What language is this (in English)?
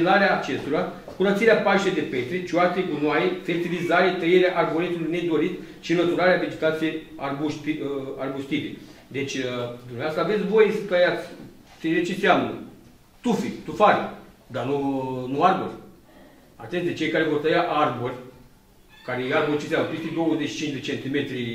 Romanian